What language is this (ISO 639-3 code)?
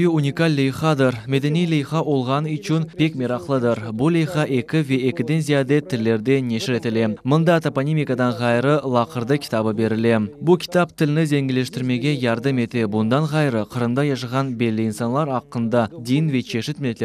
crh